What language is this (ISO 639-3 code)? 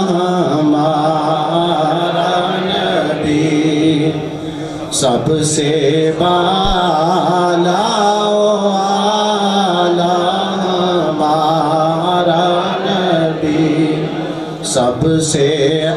urd